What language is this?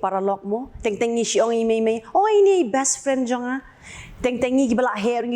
Khasi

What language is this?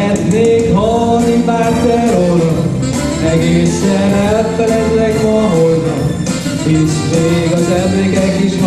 Hungarian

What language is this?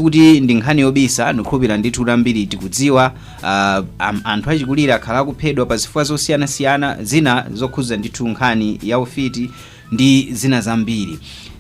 Nyanja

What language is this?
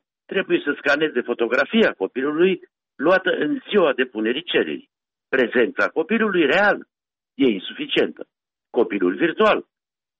Romanian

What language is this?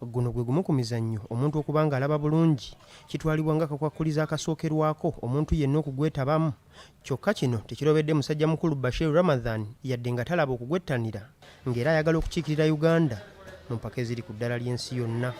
Ganda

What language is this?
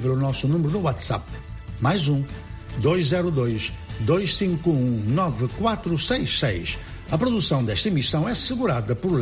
Portuguese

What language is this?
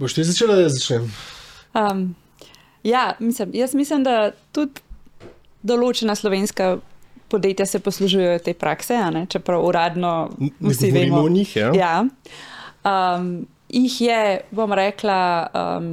Slovenian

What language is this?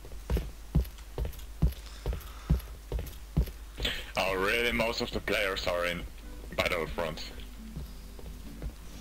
English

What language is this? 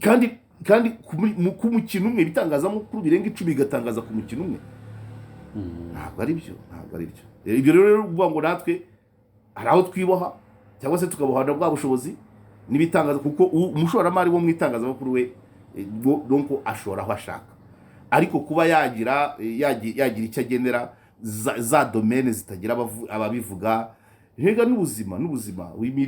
Kinyarwanda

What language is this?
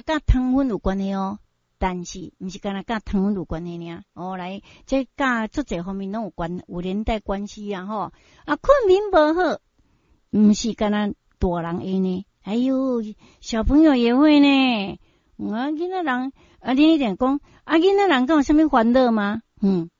Min Nan Chinese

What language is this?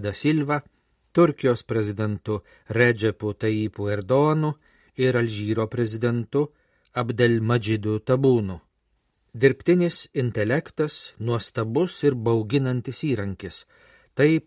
Lithuanian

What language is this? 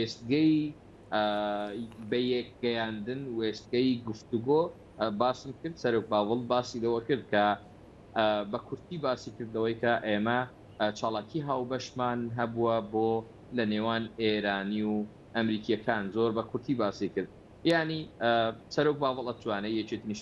Central Kurdish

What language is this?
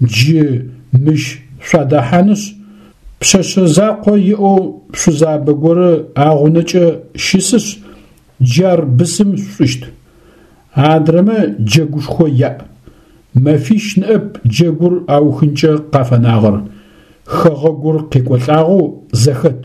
Adyghe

